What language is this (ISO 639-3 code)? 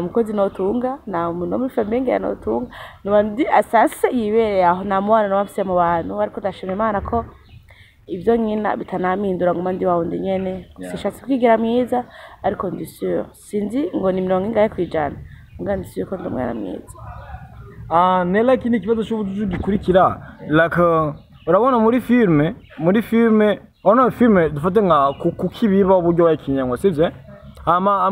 run